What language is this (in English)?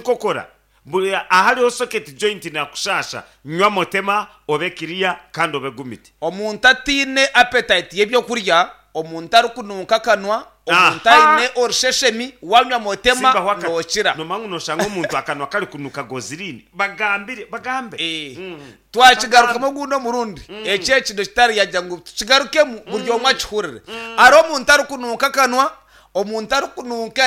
Nyankole